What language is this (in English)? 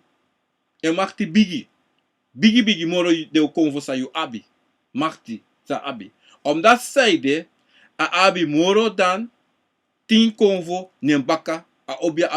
Sranan Tongo